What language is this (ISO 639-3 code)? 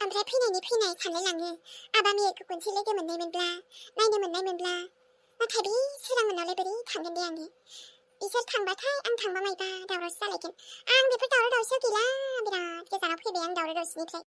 brx